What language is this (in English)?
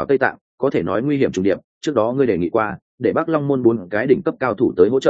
Vietnamese